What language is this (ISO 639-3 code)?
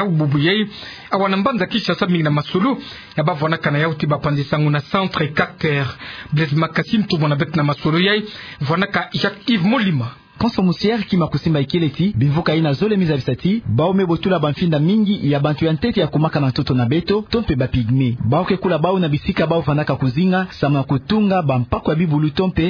ktu